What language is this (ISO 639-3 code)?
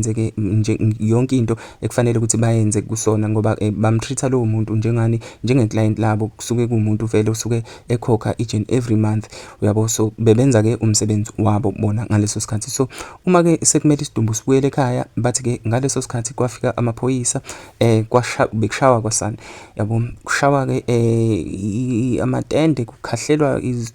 zul